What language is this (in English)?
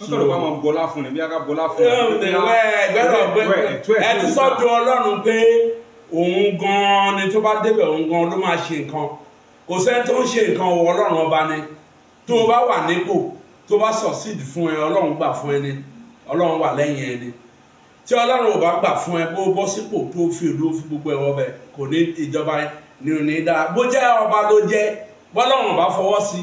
Yoruba